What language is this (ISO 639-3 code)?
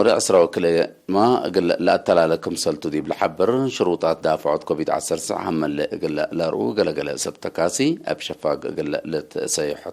tig